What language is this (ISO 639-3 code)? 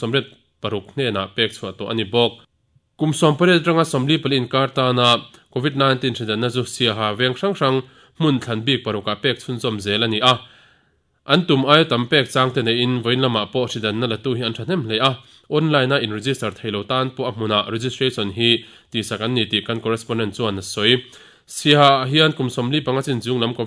lus